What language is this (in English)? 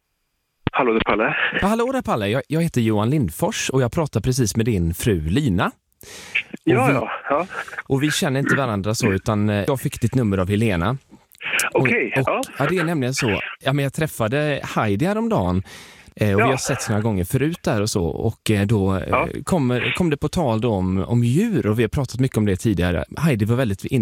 Swedish